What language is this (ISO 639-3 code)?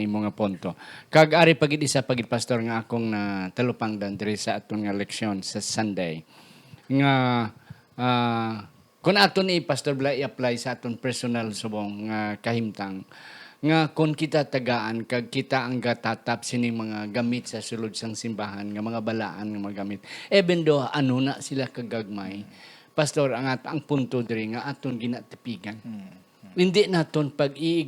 hil